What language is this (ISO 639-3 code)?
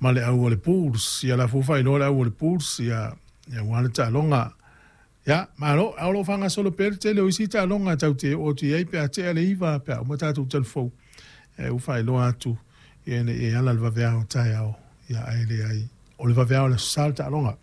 smo